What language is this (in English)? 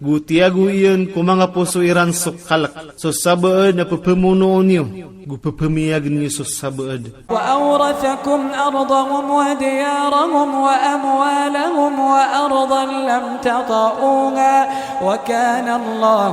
Maranao